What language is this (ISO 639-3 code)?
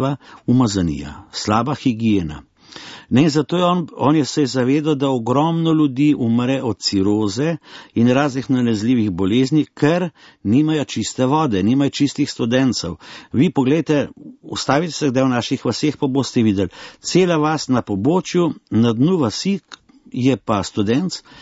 slv